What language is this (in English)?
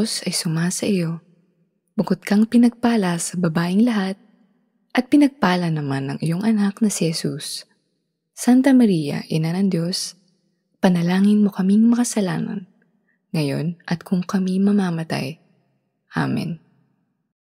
Filipino